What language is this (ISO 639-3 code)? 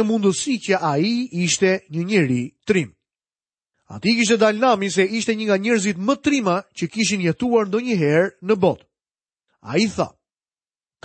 sqi